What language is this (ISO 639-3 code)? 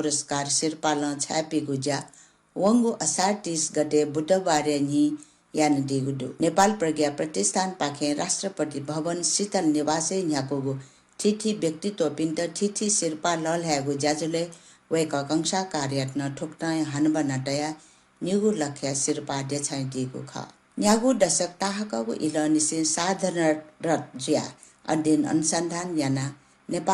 new